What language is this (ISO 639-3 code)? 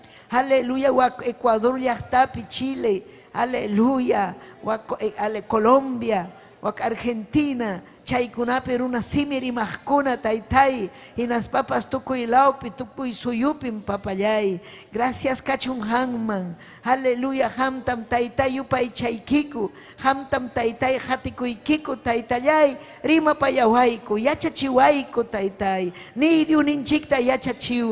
quy